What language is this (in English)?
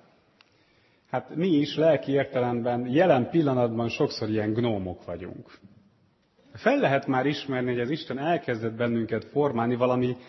Hungarian